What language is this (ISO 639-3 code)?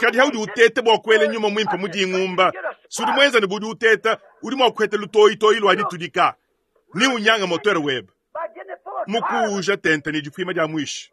lua